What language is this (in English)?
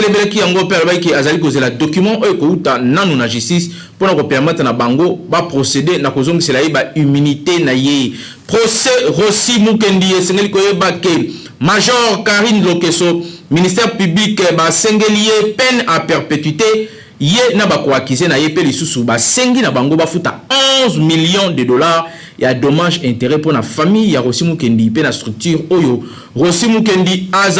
Lingala